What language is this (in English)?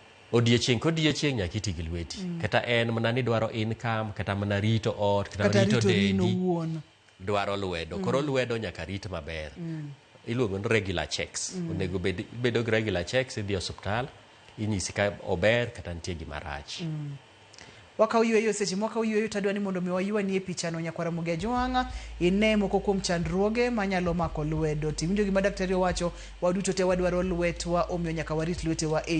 Luo (Kenya and Tanzania)